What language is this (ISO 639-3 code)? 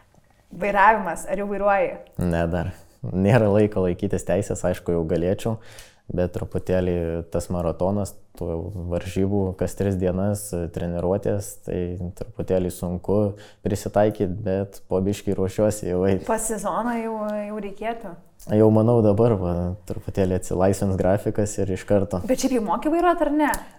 lit